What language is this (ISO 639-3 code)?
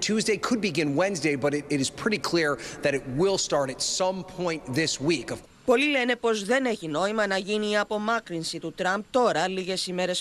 ell